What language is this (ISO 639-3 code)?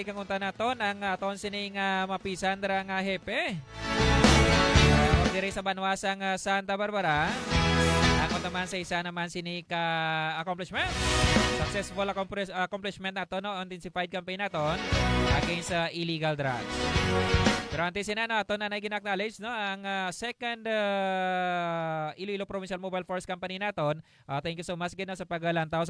hil